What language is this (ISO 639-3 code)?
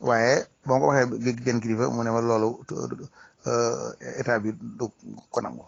wol